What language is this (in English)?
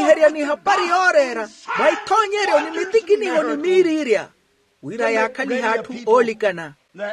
Makhuwa